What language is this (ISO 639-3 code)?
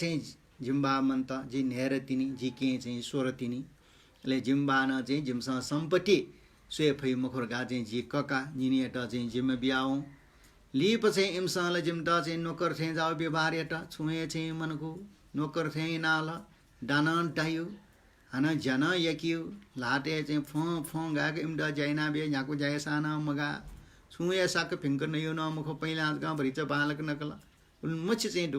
new